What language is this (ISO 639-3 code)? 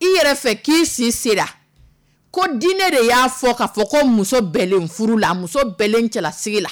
dyu